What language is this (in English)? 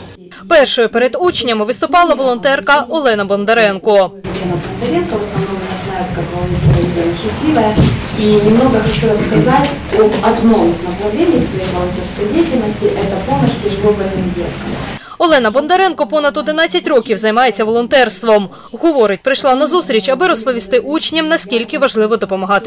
Ukrainian